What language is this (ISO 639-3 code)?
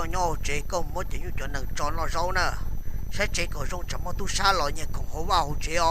hmn